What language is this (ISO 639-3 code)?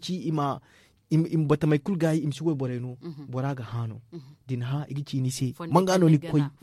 dje